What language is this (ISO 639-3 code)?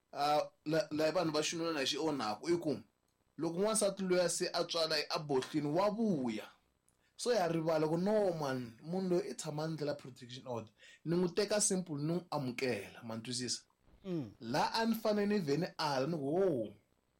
tso